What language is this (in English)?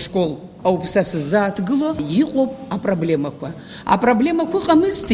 Abkhazian